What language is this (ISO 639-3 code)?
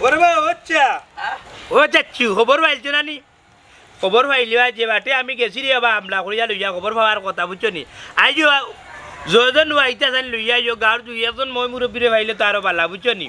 syl